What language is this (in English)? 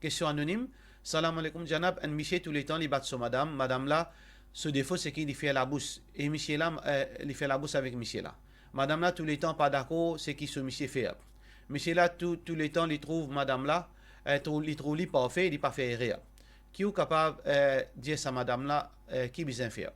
Morisyen